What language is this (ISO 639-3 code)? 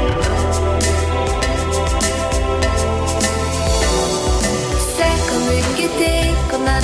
pol